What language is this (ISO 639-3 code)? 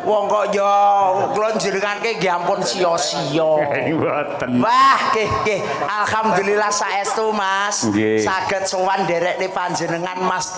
jav